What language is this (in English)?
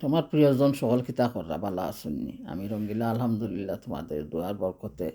Sylheti